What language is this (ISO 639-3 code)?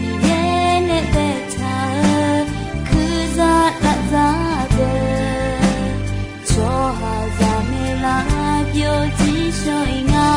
ahk